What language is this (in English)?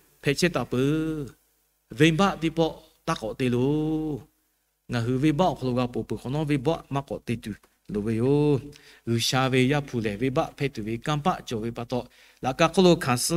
Lahu